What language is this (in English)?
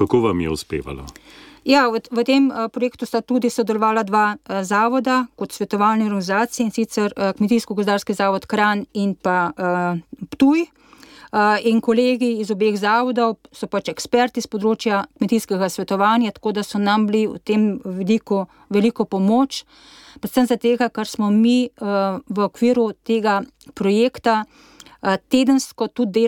Slovenian